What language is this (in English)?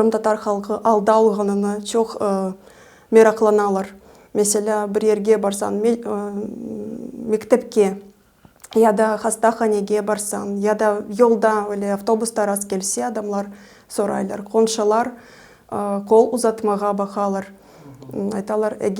Crimean Tatar